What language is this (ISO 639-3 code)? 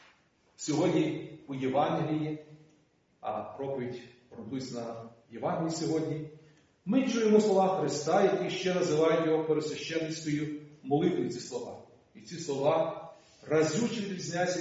ukr